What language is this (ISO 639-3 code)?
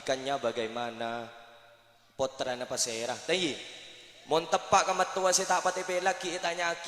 mad